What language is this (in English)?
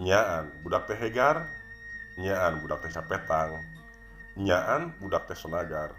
Sundanese